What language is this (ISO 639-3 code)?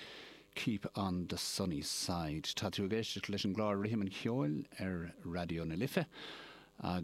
gle